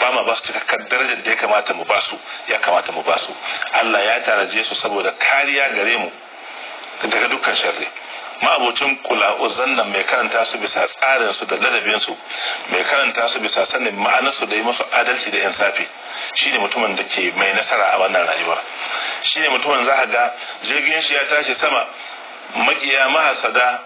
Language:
Hausa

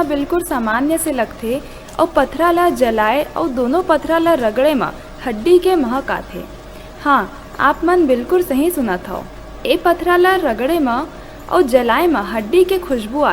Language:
Chhattisgarhi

